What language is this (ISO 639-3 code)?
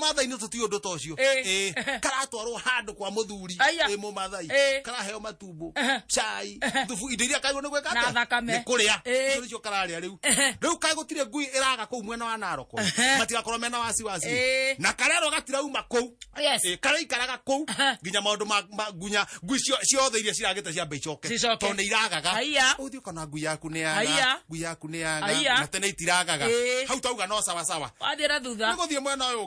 kik